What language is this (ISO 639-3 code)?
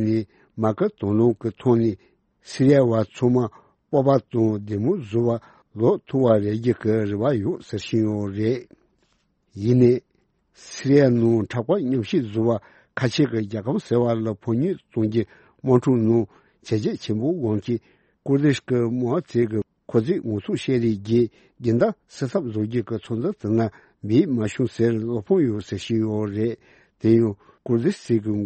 bod